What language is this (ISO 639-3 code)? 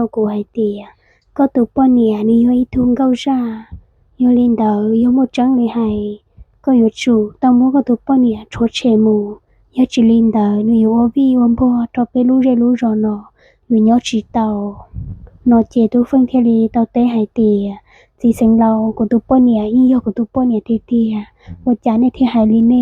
hmn